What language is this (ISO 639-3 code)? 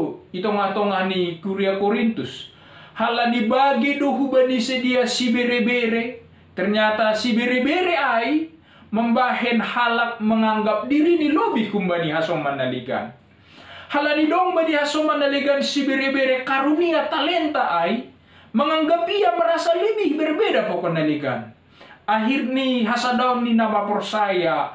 bts